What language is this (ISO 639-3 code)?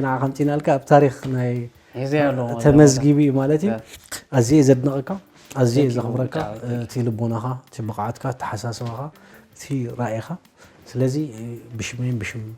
tir